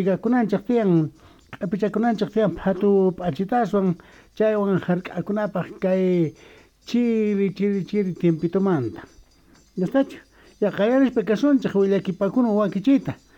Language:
South Bolivian Quechua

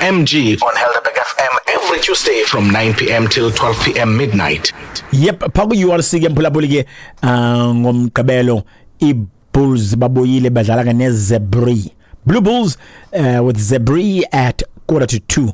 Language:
Xhosa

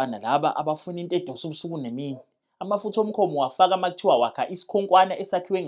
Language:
Zulu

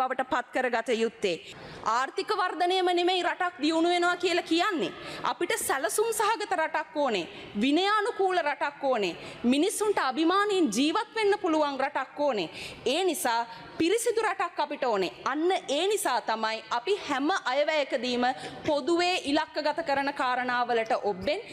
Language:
Sinhala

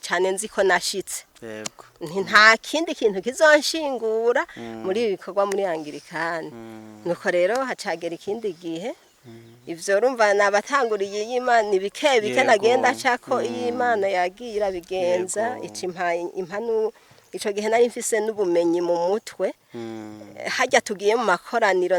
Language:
Rundi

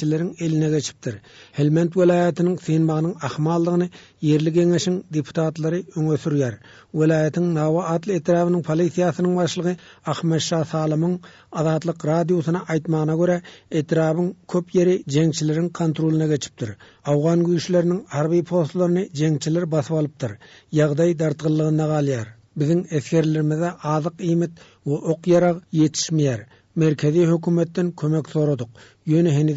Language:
Turkmen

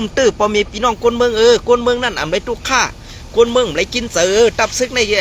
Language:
Shan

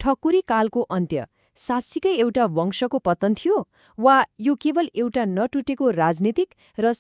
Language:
Nepali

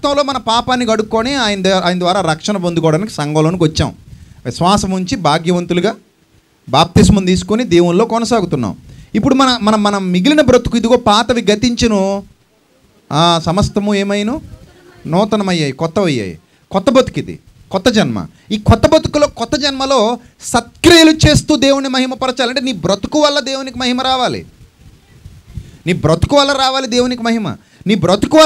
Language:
Telugu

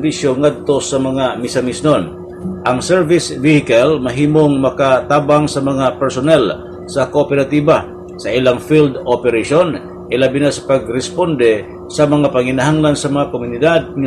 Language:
Cebuano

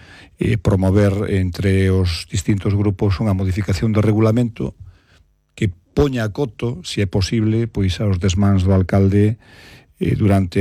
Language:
Galician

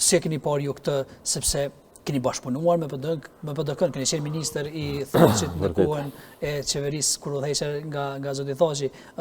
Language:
Albanian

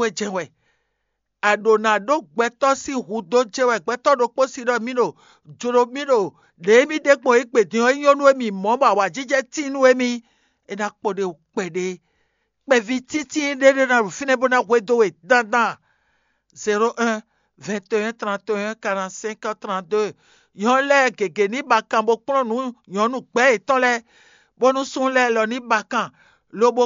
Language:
Fon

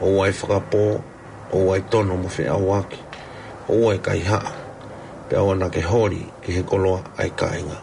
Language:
Tongan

